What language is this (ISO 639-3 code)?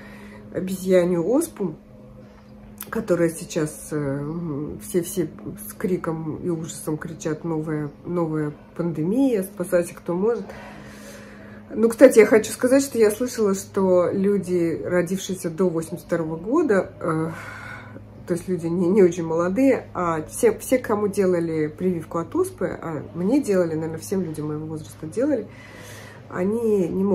rus